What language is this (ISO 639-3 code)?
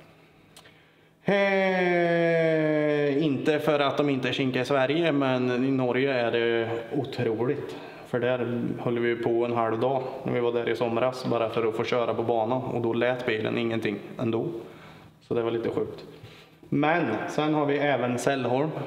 swe